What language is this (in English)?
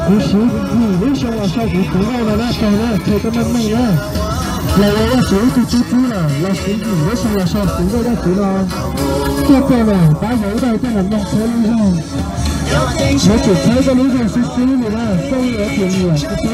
Hmong